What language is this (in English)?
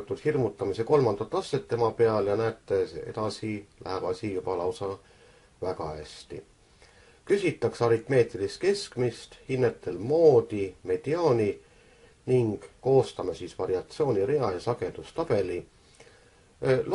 Estonian